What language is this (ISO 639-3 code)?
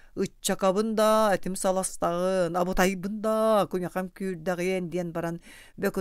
sah